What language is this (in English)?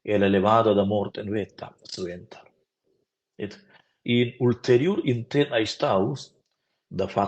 Romansh